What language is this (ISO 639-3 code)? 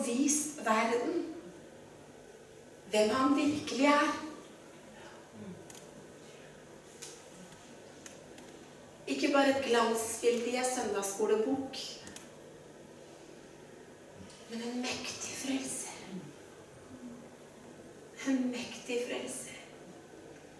nor